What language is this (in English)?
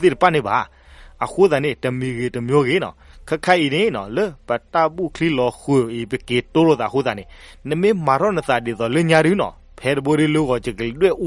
S'gaw Karen